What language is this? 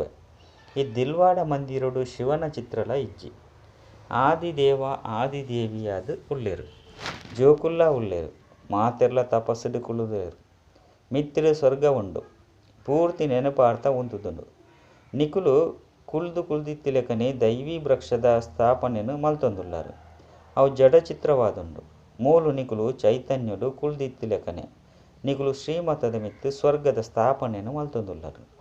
Tulu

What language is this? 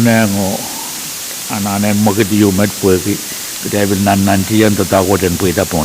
Pohnpeian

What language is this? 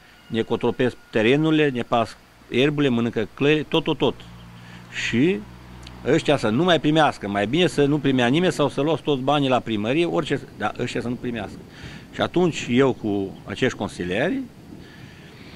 Romanian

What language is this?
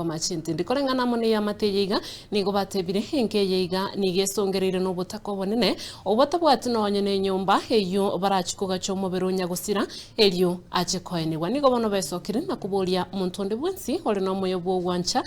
Gusii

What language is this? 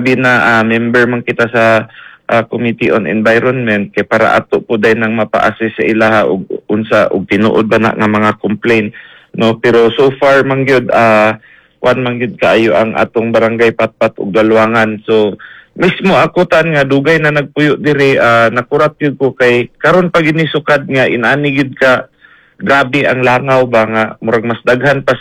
Cebuano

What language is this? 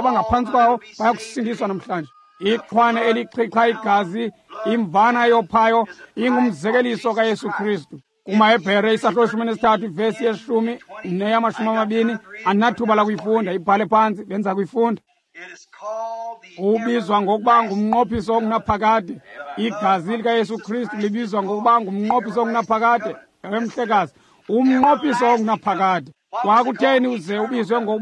Xhosa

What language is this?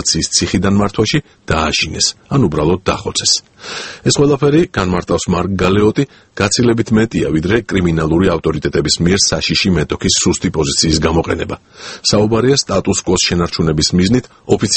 Georgian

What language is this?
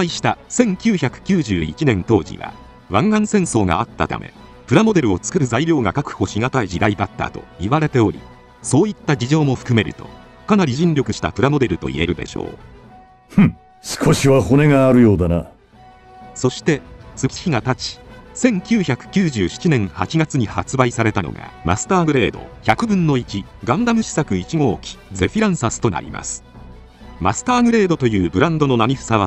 Japanese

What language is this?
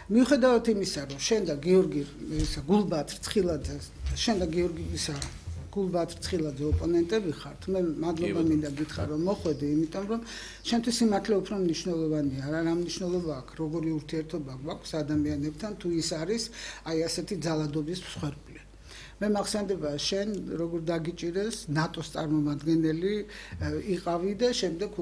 Georgian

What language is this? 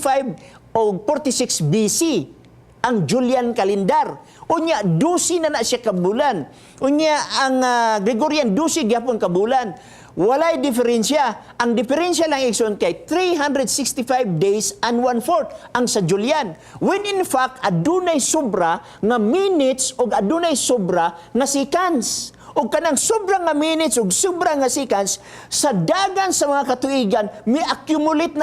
Cebuano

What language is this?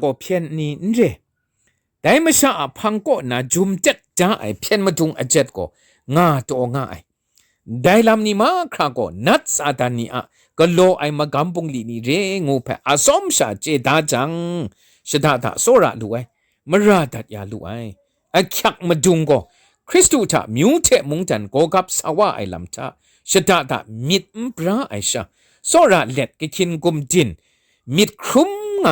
Kachin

